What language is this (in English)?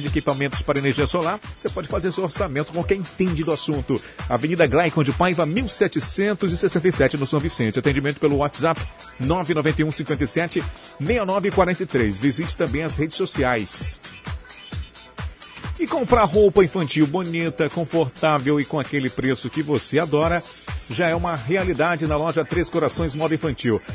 Portuguese